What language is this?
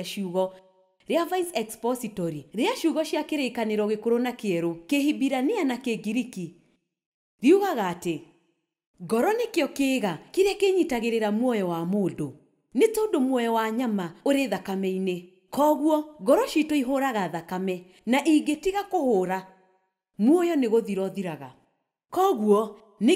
Kikuyu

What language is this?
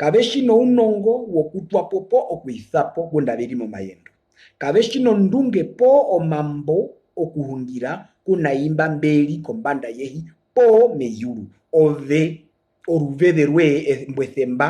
Herero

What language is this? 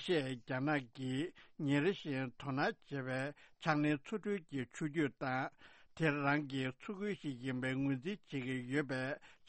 Tibetan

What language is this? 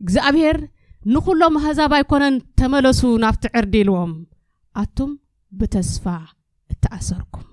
Tigrinya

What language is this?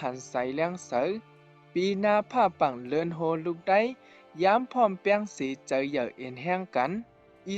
Shan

